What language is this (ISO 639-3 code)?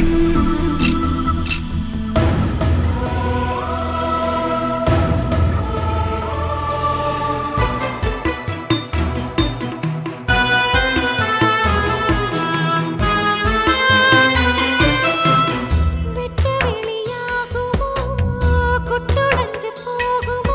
tam